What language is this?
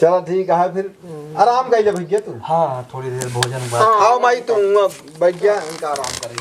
Awadhi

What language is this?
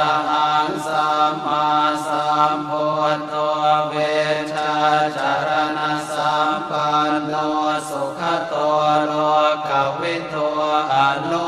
Pali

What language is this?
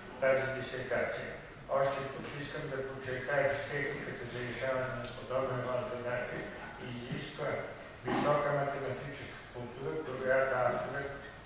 Bulgarian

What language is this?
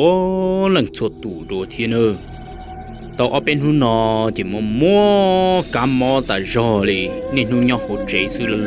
Hmong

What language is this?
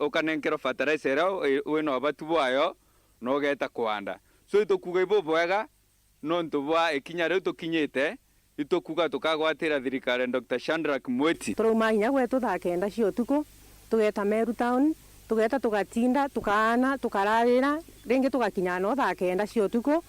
Meru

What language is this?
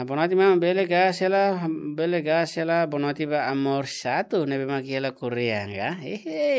Tetum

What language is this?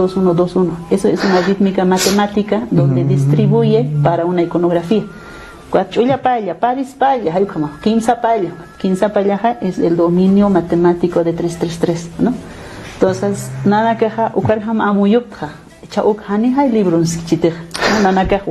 Aymara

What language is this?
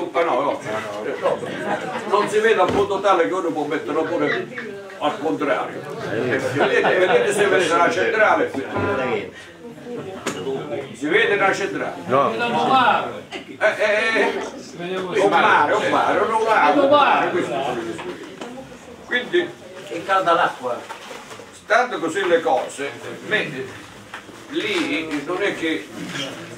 Italian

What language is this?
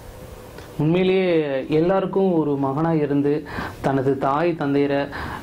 Tamil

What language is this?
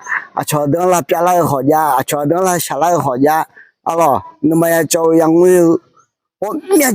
Akha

